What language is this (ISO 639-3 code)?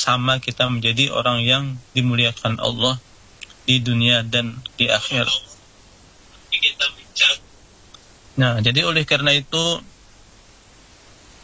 ind